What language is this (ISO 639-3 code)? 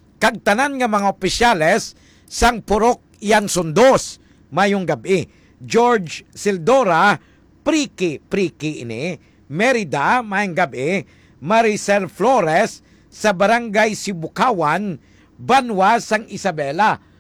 hil